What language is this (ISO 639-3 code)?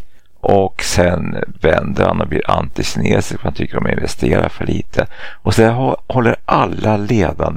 swe